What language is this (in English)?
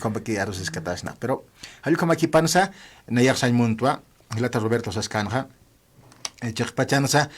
Aymara